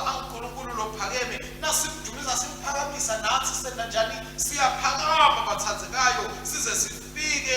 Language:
Swati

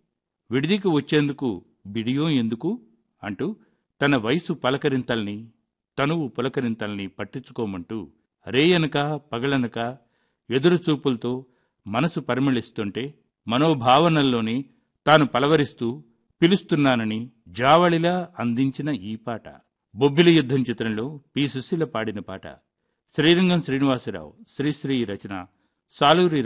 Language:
Telugu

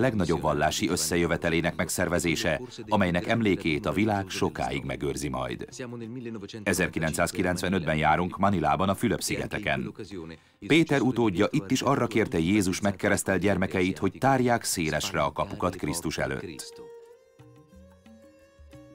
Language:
Hungarian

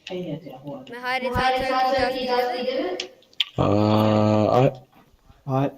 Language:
Māori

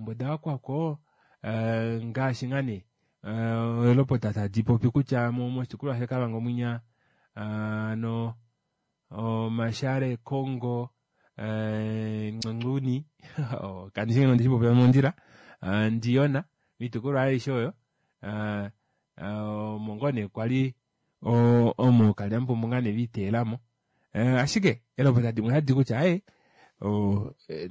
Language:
Kuanyama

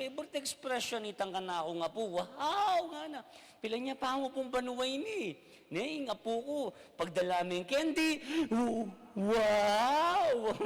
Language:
Pampanga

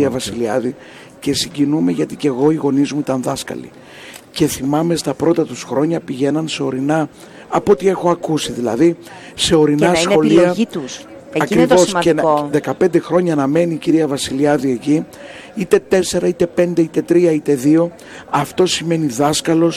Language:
Greek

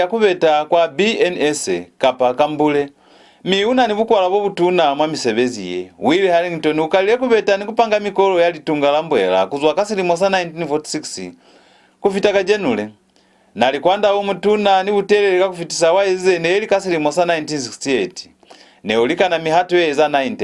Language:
Lozi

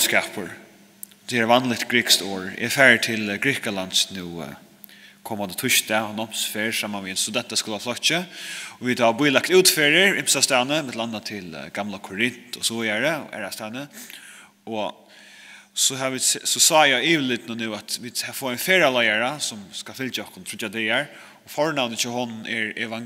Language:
Faroese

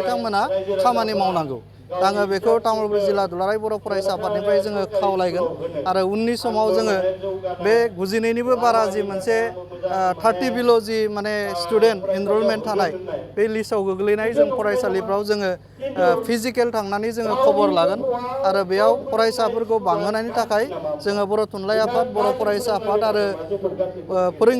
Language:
Bodo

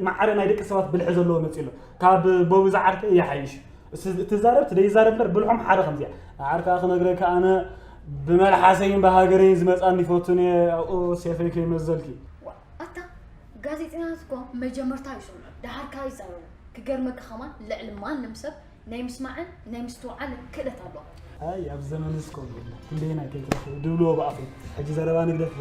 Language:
Tigrinya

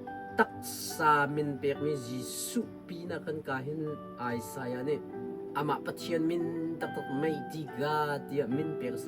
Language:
Hakha Chin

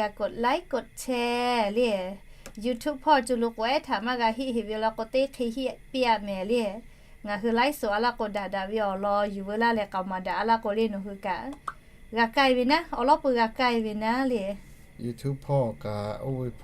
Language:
Lahu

